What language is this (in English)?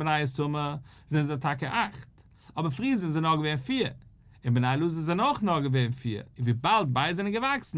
Yiddish